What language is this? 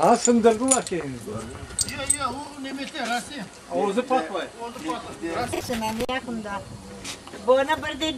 Crimean Tatar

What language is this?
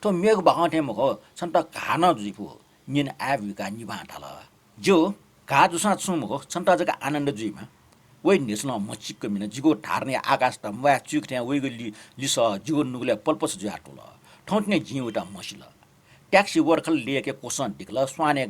Newari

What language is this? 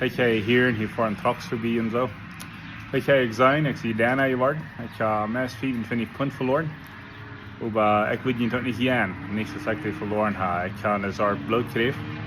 Plautdietsch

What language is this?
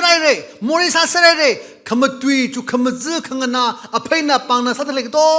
Tangkhul Naga (India)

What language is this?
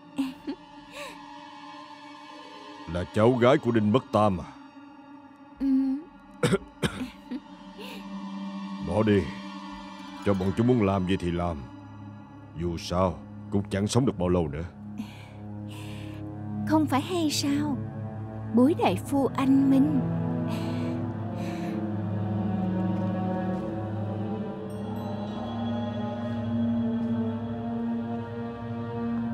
Vietnamese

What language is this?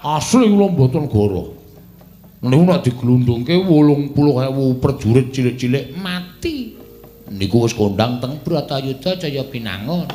Javanese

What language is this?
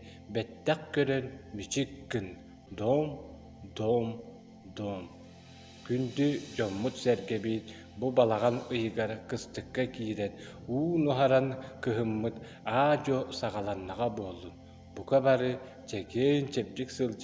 Yakut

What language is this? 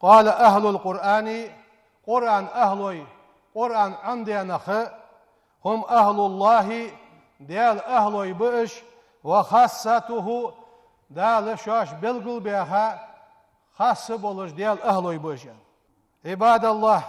Ingush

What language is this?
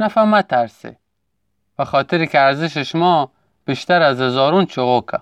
Gilaki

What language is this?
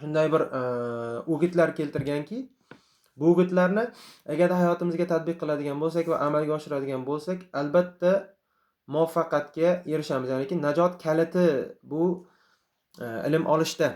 Uzbek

